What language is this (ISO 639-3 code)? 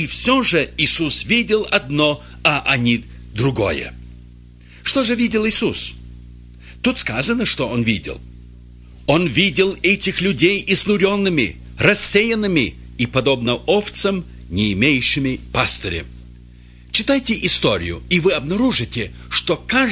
rus